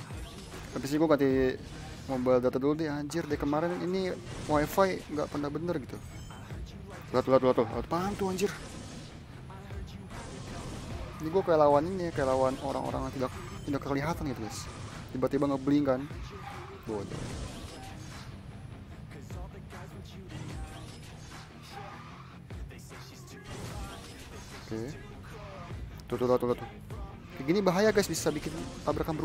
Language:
Indonesian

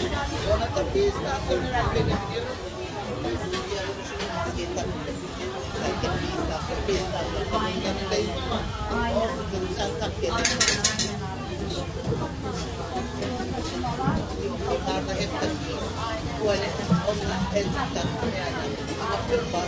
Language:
Turkish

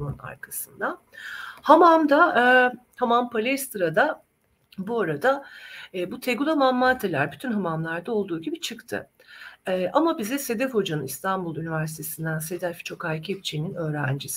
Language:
Turkish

